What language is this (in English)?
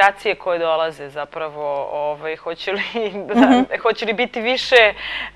Serbian